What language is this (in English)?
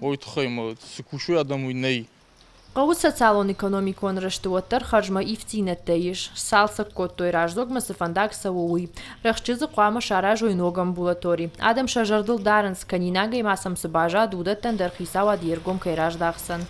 Ossetic